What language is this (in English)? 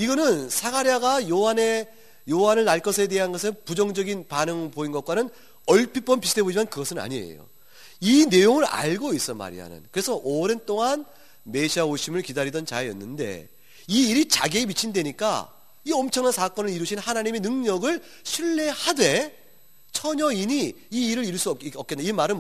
Korean